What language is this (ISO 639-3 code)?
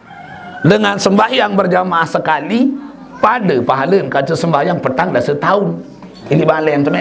sas